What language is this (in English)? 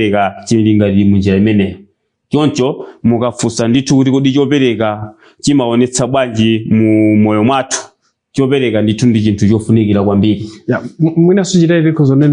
Nyanja